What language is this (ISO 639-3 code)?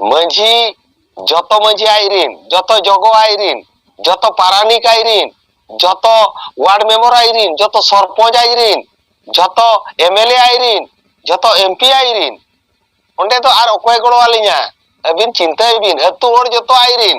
sat